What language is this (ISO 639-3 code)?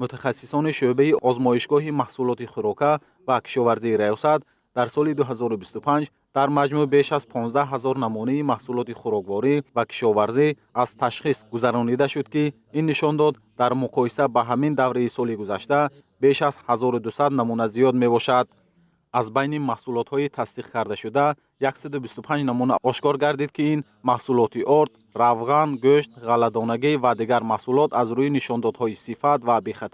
tgk